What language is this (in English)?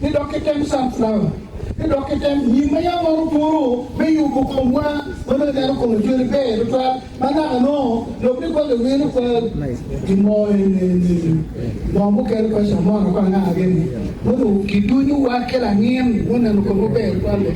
Acoli